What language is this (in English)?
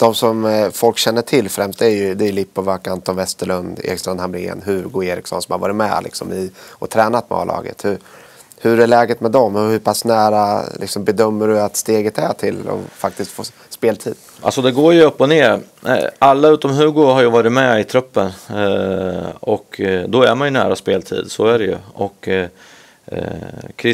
Swedish